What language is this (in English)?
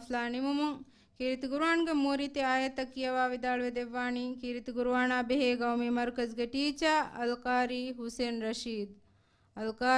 Divehi